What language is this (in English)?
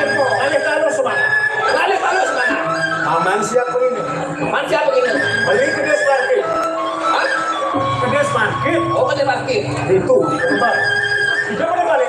Balinese